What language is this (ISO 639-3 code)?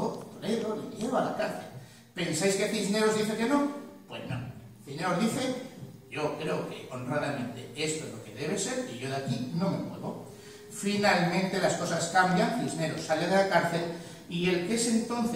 spa